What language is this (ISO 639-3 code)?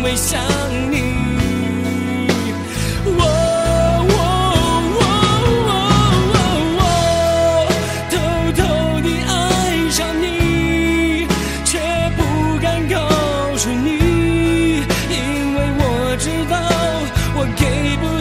zho